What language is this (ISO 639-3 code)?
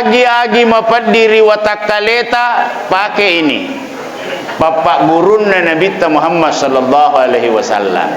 bug